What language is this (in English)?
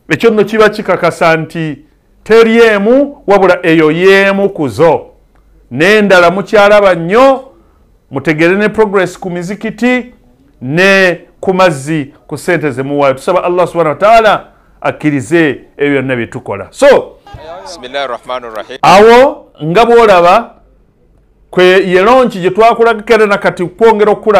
Ganda